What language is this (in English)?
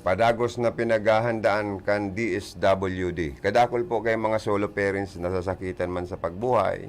Bikol